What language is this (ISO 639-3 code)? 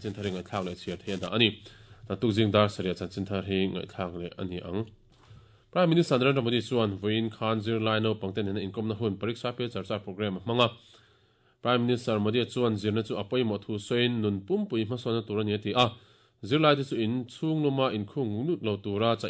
lus